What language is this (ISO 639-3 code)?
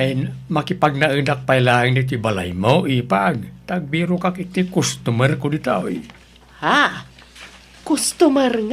ilo